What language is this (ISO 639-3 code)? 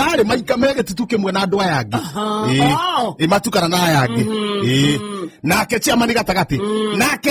kik